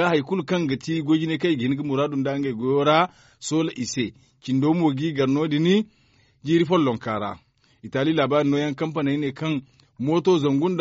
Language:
Zarma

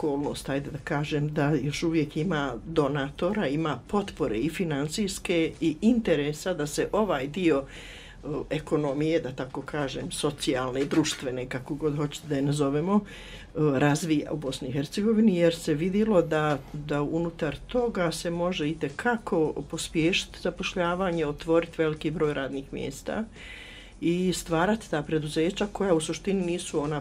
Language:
Bosnian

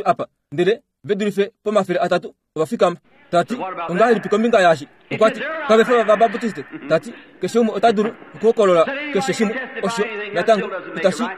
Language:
Kuanyama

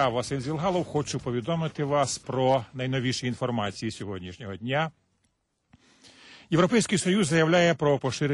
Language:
Ukrainian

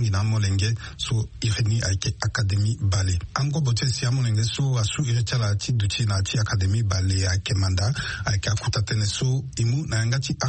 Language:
Sango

